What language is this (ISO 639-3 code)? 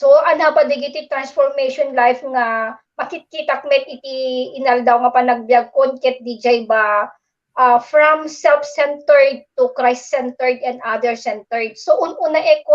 ilo